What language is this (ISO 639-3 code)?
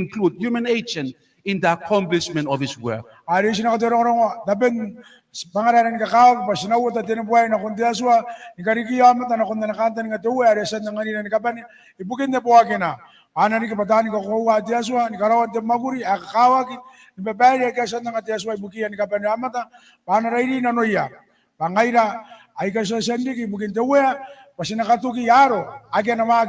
gil